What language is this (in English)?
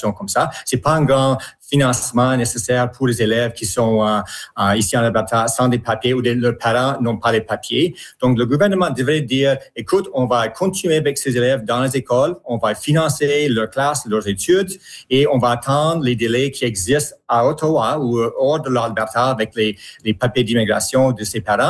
French